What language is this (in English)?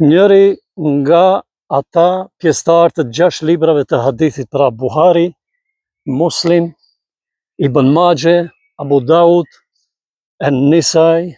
Albanian